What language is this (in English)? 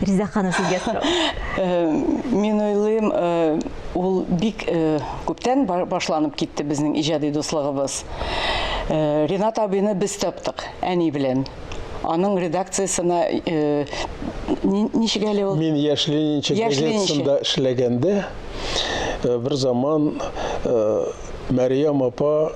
Tatar